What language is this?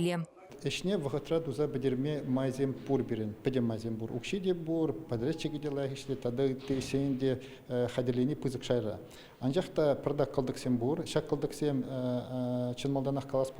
Chuvash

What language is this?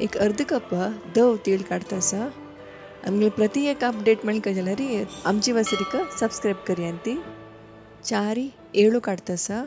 Konkani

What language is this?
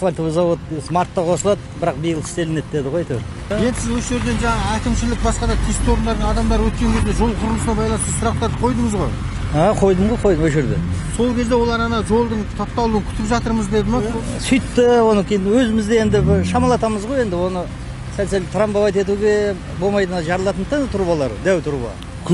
Kazakh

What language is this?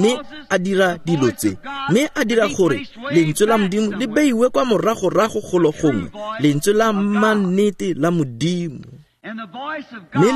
Tswana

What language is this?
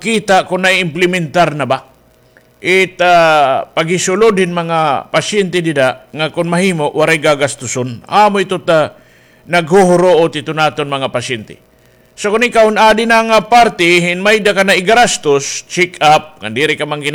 Waray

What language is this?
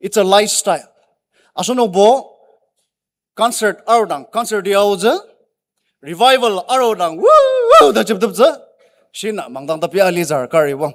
Ao Naga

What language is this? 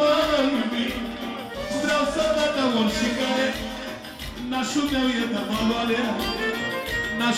Romanian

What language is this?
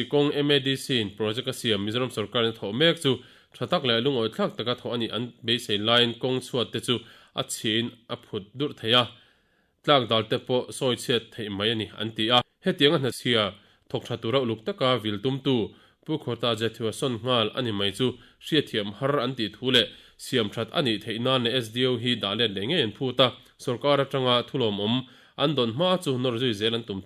Mizo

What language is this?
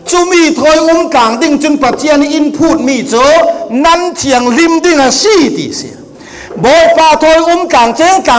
Falam Chin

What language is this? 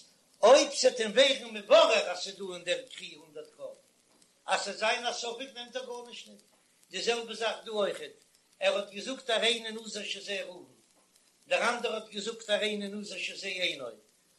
Yiddish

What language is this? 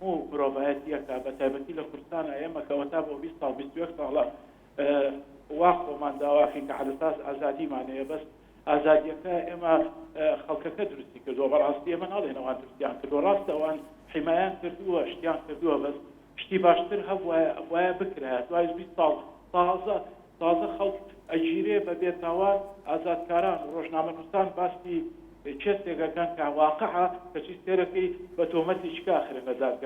Central Kurdish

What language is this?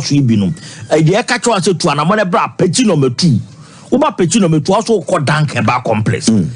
Akan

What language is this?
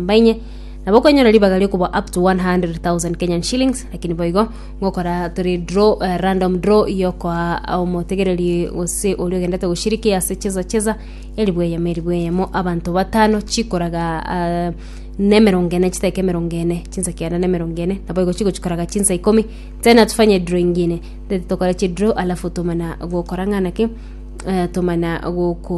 Gusii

